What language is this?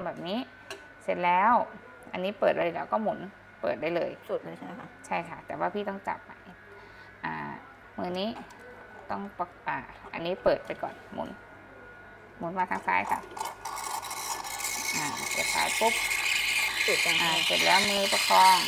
Thai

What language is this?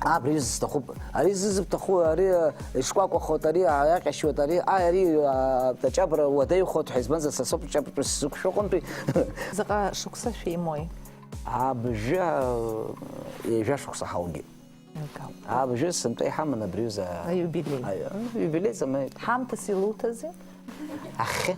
Abkhazian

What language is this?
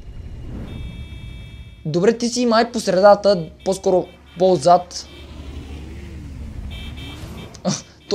Bulgarian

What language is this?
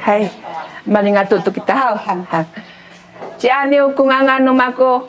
Sakizaya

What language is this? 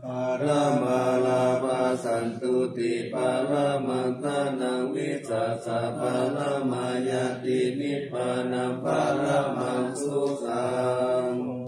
Pali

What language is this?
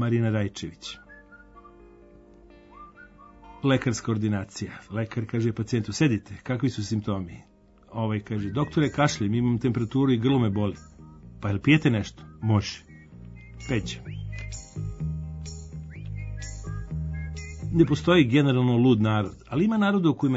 Serbian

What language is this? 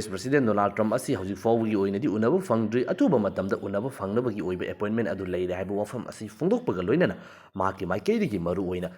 Manipuri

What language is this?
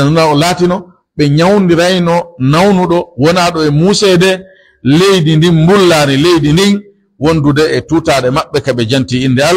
Pular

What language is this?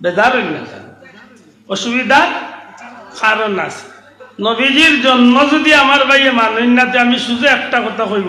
Sylheti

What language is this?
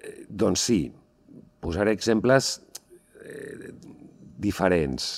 Catalan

